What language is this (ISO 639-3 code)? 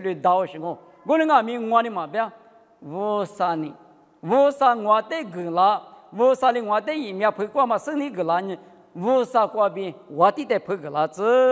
lis